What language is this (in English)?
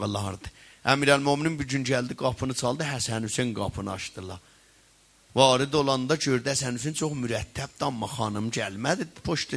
South Azerbaijani